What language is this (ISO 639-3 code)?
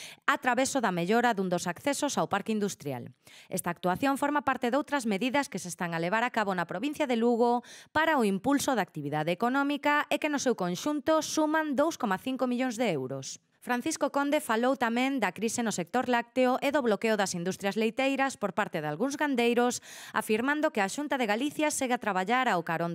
glg